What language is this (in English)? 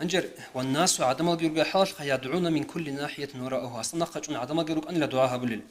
Avaric